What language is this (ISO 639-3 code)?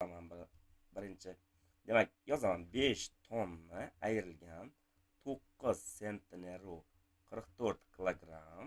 uzb